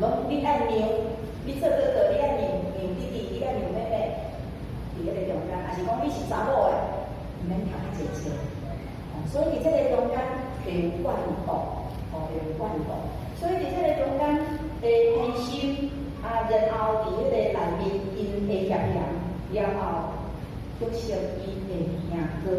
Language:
Min Nan Chinese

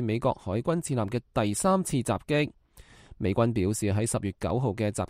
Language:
Cantonese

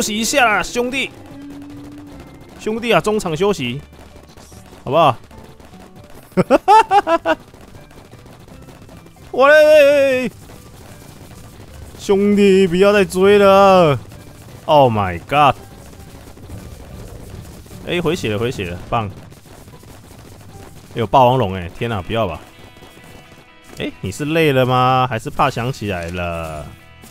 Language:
Chinese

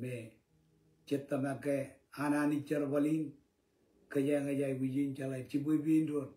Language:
Marshallese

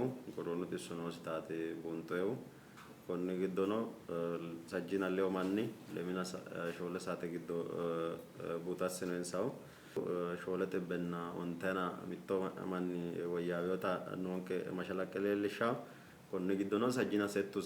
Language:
Sidamo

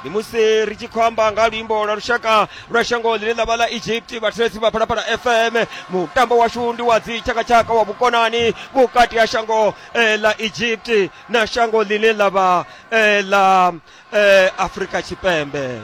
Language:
Venda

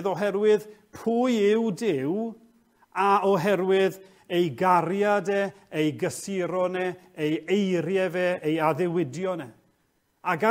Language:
Welsh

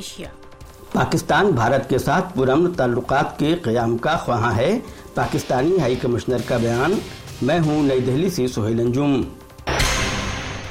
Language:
Urdu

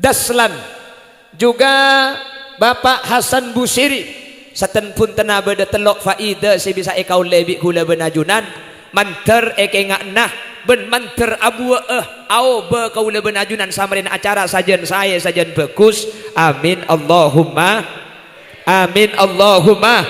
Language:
Madurese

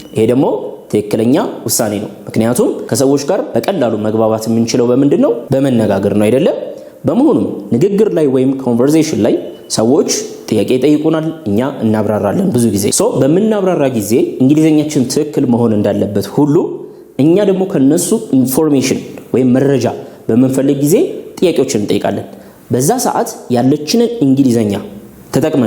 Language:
Amharic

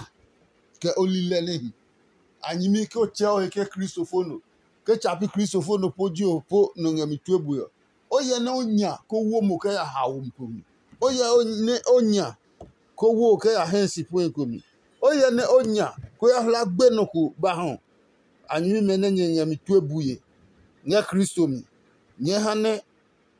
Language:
Adangme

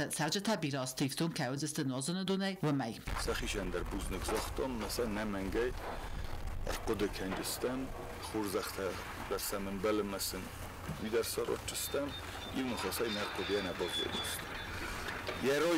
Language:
Ossetic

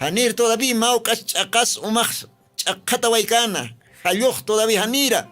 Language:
Aymara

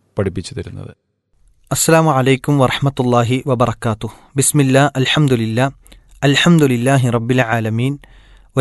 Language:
Malayalam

